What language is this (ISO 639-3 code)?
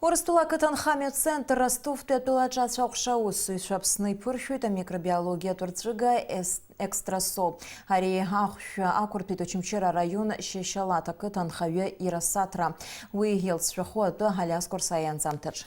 abk